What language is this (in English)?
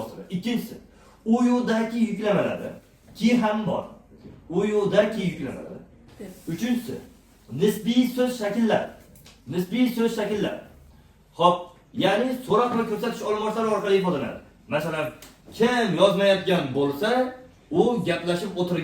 Uzbek